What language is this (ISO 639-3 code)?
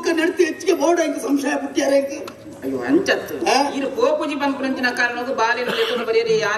tcy